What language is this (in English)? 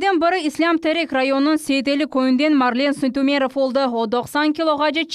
Crimean Tatar